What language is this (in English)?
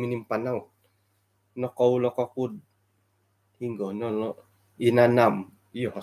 Central Dusun